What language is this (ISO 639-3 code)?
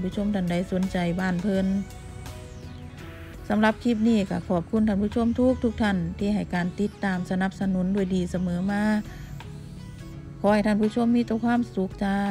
tts